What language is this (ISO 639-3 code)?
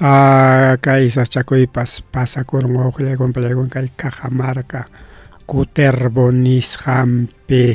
quy